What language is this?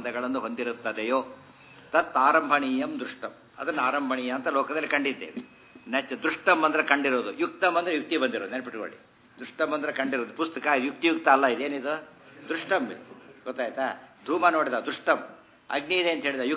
Kannada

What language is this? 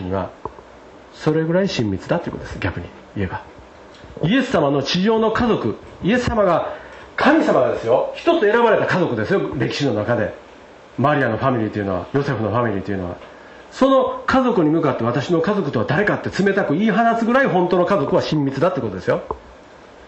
Japanese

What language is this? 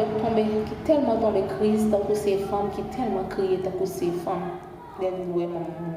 Haitian Creole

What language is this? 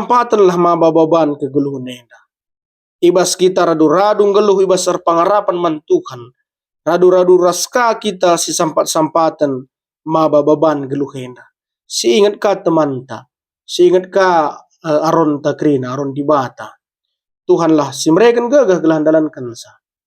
Batak Karo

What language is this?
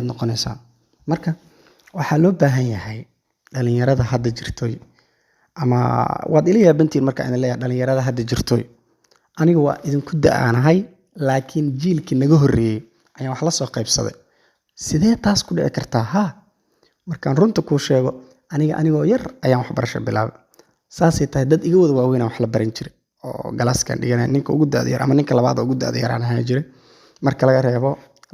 Somali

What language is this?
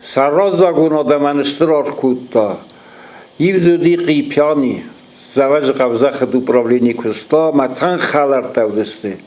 Ossetic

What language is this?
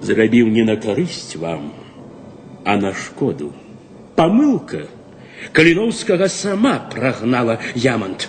Belarusian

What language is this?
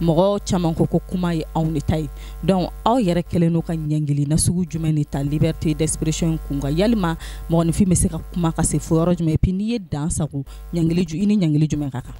Bambara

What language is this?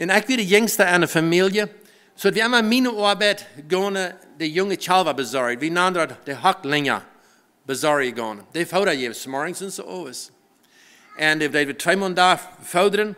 Plautdietsch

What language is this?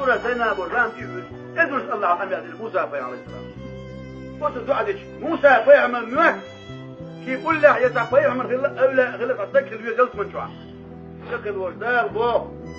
Chechen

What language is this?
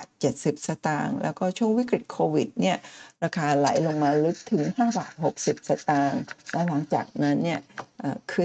Thai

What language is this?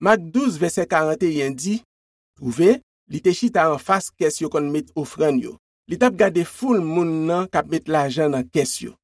Haitian Creole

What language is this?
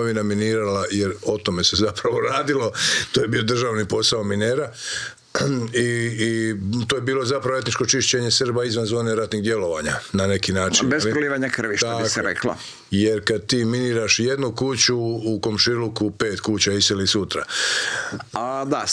Croatian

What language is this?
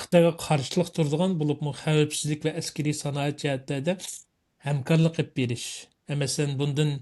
Uyghur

